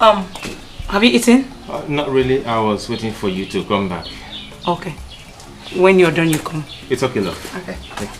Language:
Nigerian Pidgin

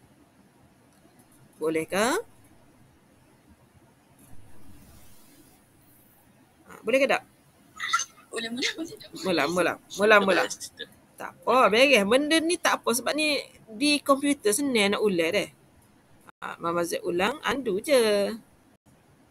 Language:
Malay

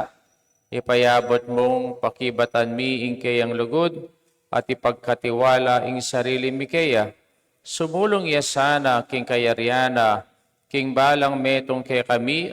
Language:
Pampanga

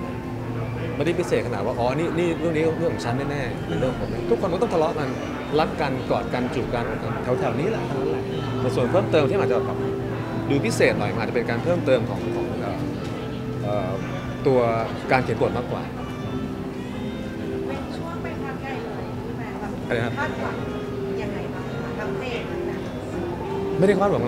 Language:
Thai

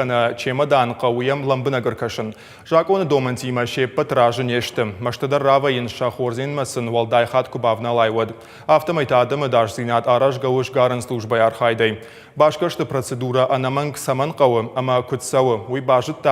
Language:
Ossetic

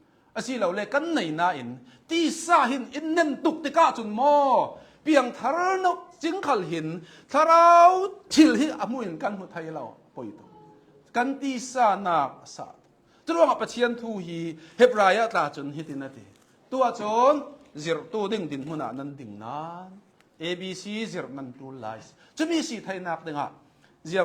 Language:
Hakha Chin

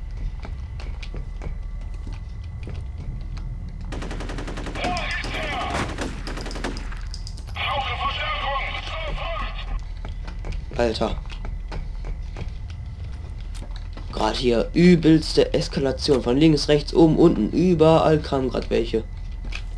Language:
German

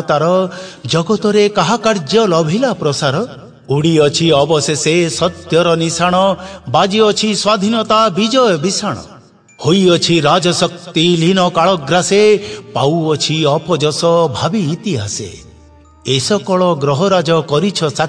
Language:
Odia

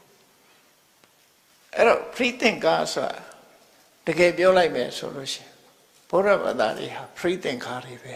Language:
Burmese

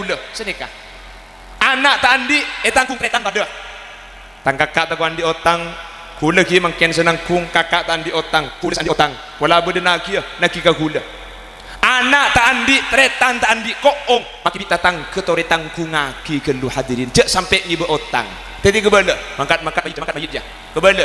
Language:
Madurese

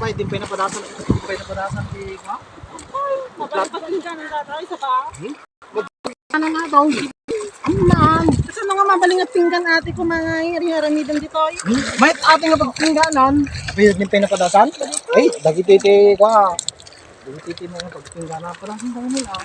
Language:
Iloko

